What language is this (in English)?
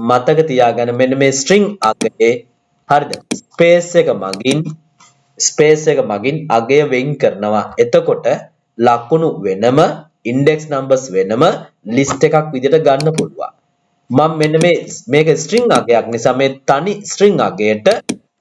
Sinhala